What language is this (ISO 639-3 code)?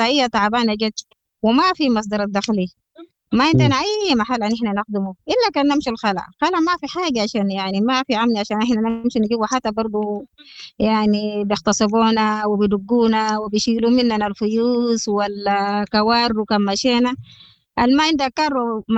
apd